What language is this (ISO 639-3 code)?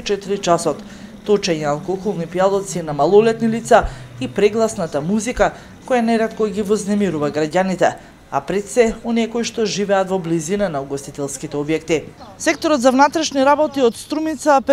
mkd